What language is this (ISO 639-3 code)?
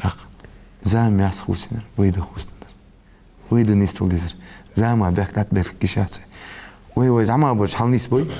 inh